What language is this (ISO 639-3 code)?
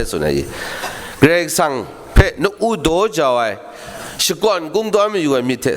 kac